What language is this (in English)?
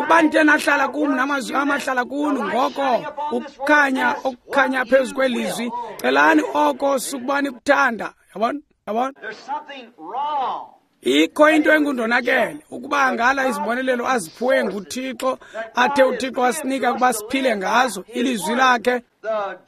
Xhosa